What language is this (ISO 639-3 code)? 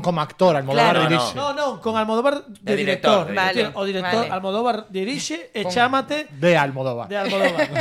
glg